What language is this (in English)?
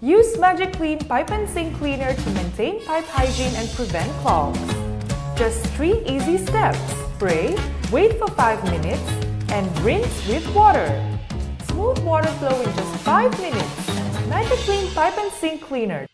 Divehi